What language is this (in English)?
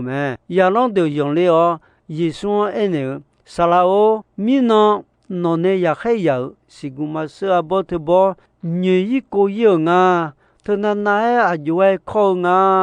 Akha